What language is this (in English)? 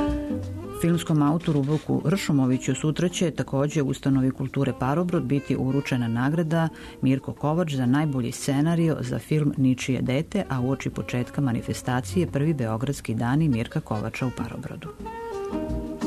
Serbian